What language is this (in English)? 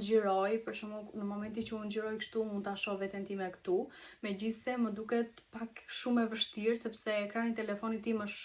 Albanian